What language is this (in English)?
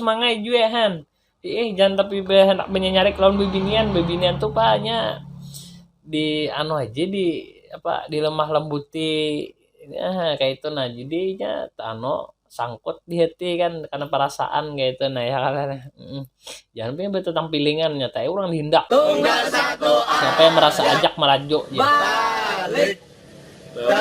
Banjar